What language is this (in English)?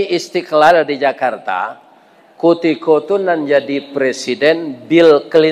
Minangkabau